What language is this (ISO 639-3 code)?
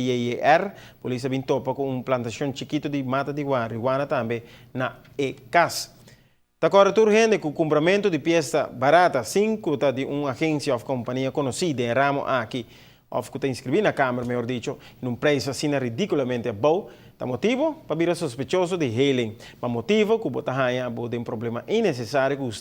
pap